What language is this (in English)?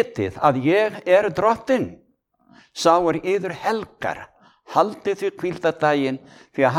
Icelandic